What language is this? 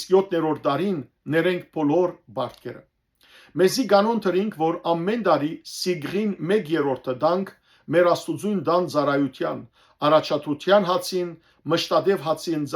Western Armenian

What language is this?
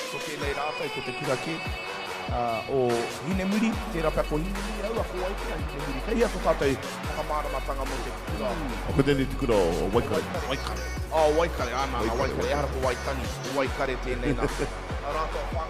Māori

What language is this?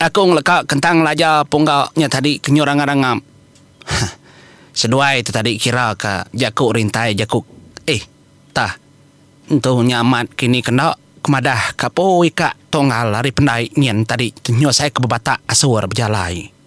Iban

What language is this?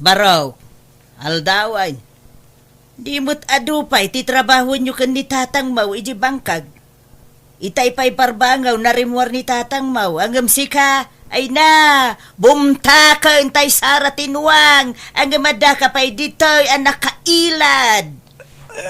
Iloko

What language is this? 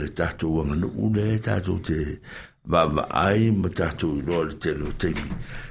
Samoan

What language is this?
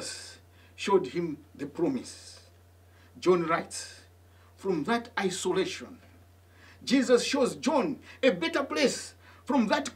English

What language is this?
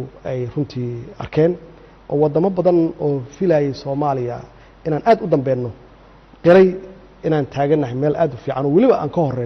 Somali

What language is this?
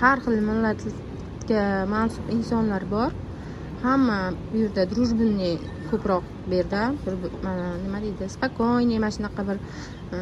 Uzbek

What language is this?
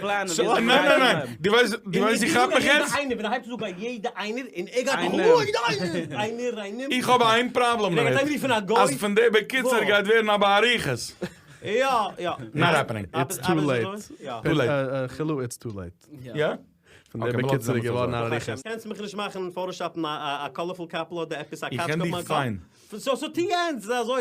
Yiddish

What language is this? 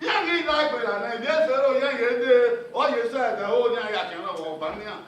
Bini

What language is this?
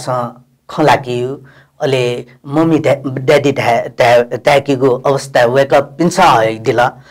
Newari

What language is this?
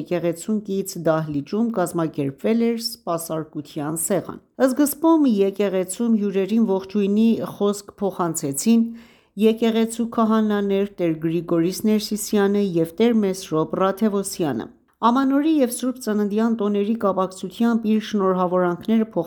Armenian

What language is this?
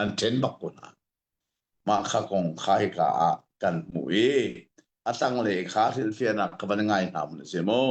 Hakha Chin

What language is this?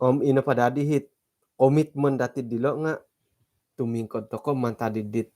Central Dusun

